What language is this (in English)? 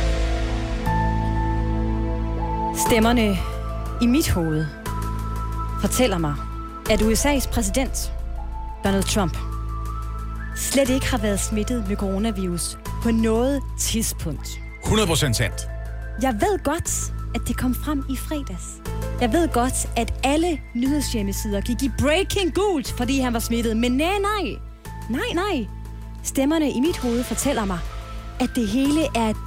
Danish